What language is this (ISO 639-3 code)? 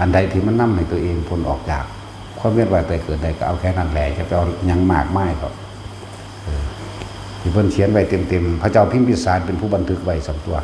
tts